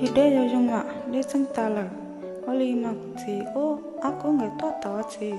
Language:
Hmong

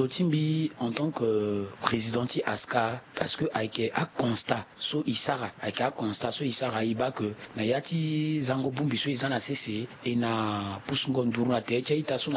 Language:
Sango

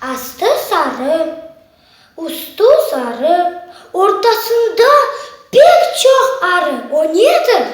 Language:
Crimean Tatar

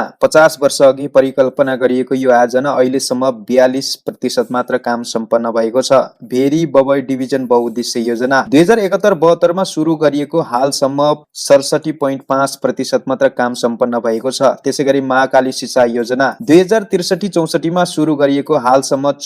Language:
Nepali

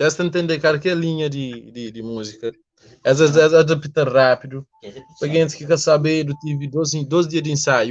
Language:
Kabuverdianu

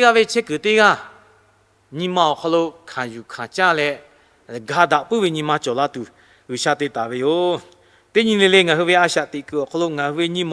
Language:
Lahu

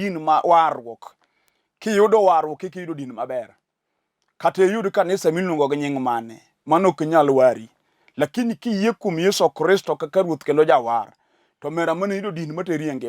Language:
Luo (Kenya and Tanzania)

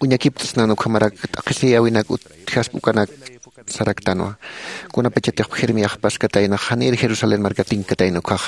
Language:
Aymara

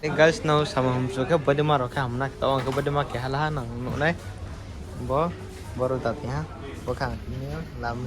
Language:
Riang (India)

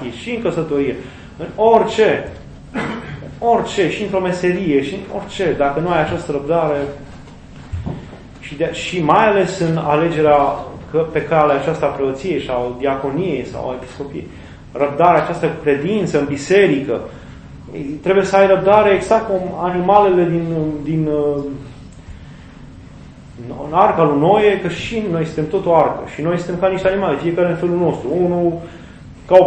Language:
Romanian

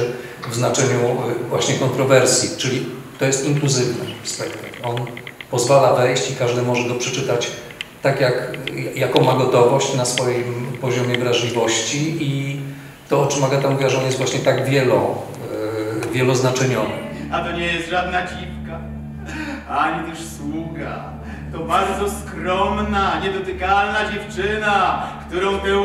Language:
Polish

